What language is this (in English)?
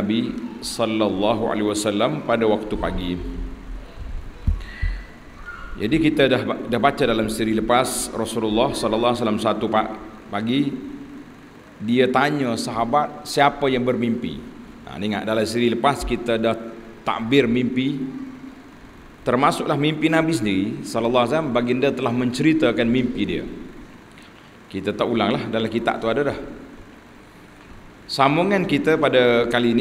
Malay